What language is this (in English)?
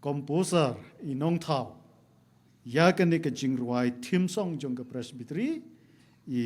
Khasi